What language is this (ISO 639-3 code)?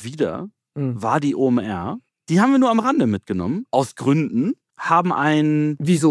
deu